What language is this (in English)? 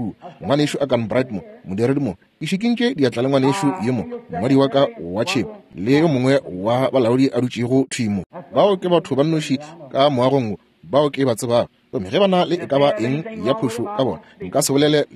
Northern Sotho